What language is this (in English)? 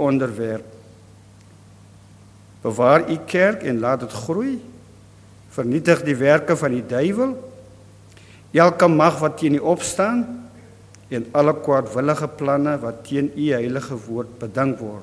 Afrikaans